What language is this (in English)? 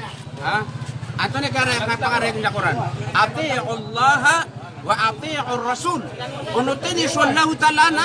Maranao